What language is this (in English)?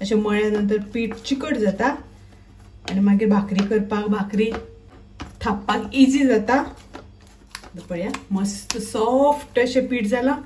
Konkani